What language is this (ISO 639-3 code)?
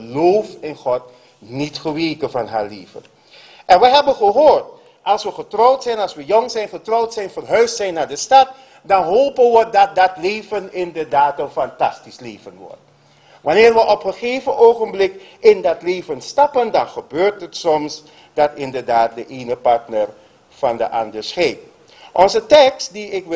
nld